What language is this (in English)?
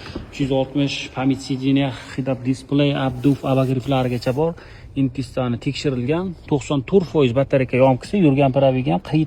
Uzbek